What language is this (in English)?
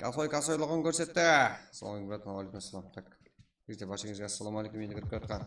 Kara-Kalpak